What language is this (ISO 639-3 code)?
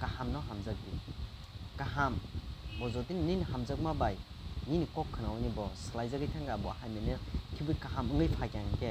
trp